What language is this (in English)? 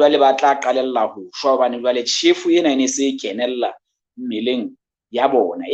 Southern Sotho